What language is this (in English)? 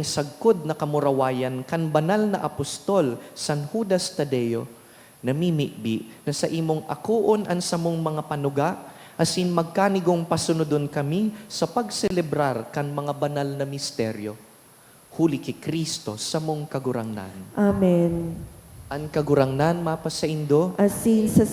Bikol